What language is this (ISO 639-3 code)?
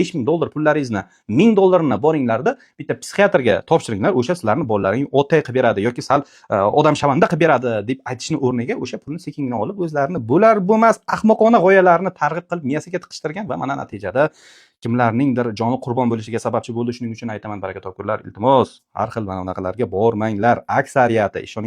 uzb